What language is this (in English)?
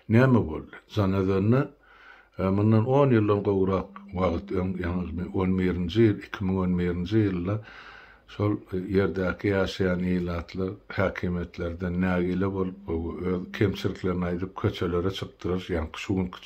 Turkmen